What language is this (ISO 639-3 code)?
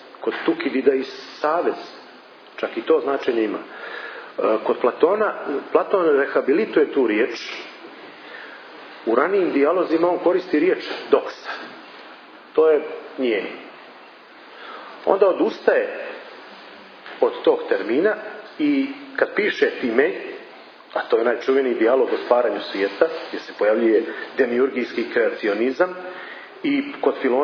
srp